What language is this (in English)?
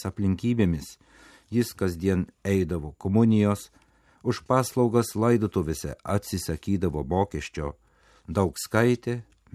Lithuanian